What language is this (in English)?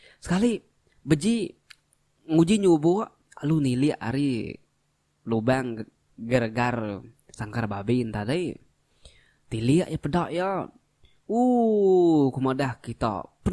Iban